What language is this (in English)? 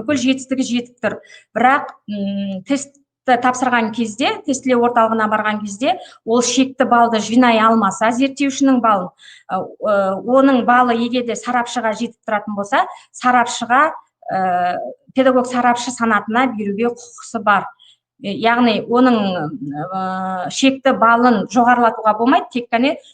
Kazakh